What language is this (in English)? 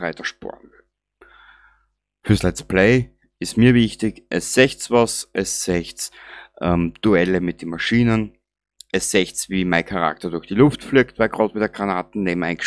Bavarian